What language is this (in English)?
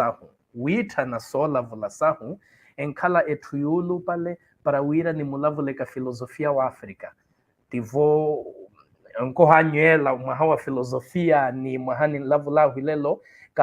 Makhuwa